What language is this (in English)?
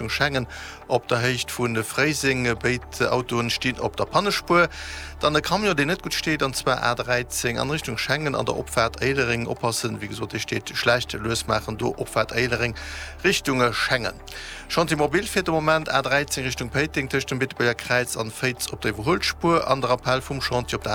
Luxembourgish